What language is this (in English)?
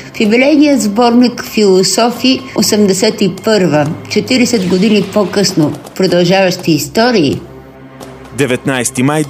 Bulgarian